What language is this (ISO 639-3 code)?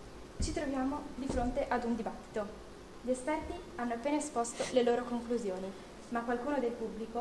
ita